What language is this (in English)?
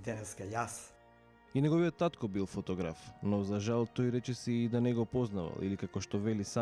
Macedonian